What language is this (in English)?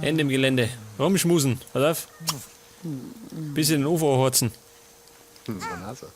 Bavarian